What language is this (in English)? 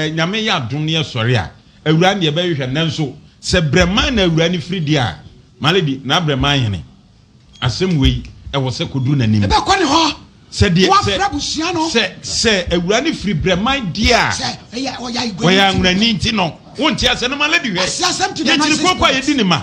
Akan